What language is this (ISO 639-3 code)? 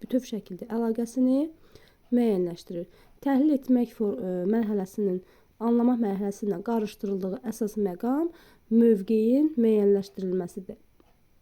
aze